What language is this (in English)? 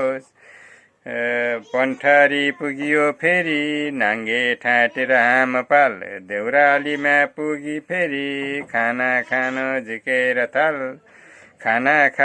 Nepali